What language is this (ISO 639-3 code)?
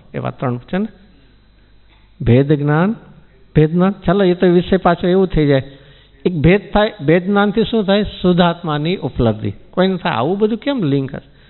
guj